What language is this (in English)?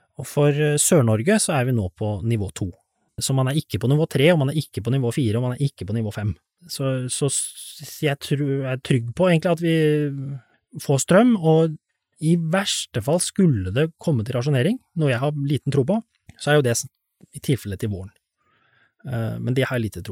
Norwegian